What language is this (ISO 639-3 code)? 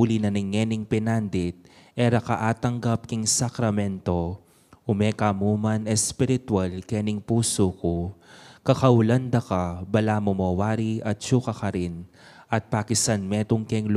pam